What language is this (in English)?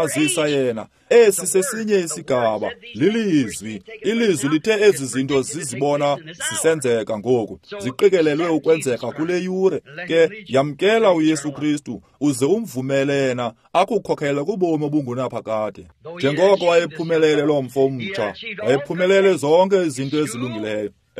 Xhosa